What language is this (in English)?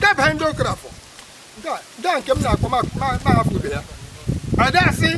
Igbo